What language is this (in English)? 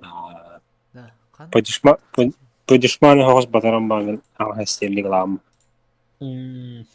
Yakut